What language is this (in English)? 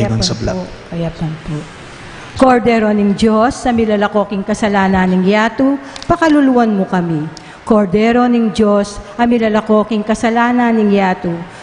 Pampanga